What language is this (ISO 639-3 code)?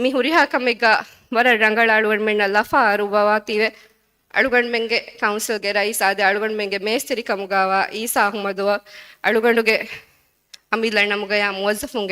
div